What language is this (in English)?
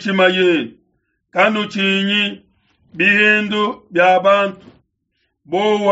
Luba-Lulua